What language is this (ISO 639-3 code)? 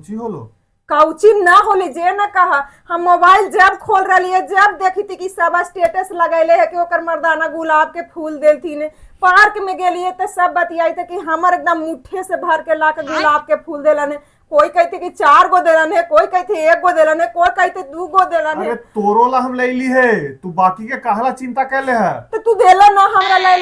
mag